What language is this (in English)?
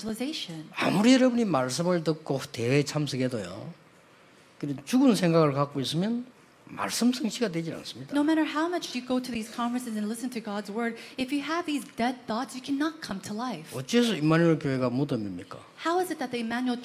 Korean